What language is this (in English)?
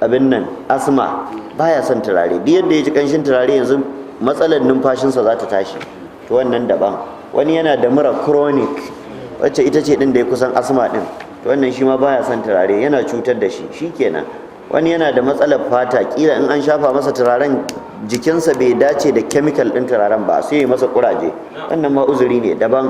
Hausa